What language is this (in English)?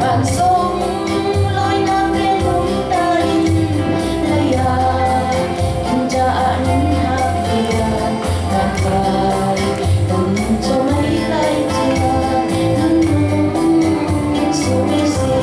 Falam Chin